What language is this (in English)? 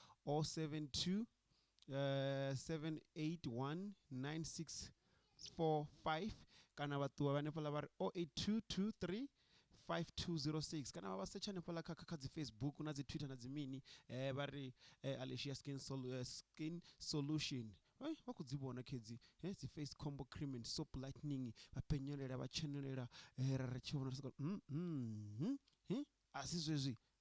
Venda